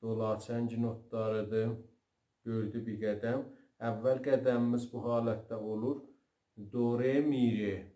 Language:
South Azerbaijani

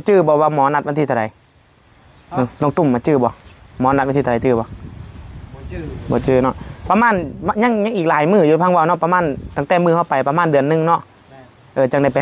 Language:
Northeastern Thai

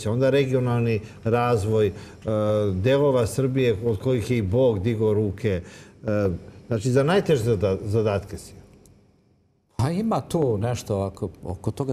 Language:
Serbian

